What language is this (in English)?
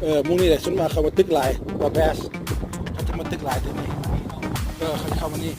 Lao